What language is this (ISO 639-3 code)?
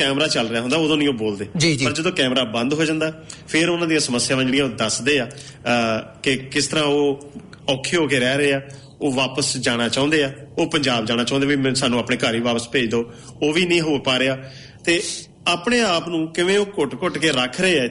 pan